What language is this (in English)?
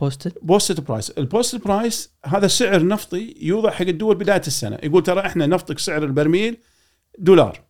Gulf Arabic